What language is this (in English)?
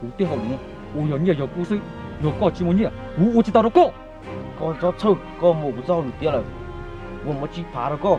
Hmong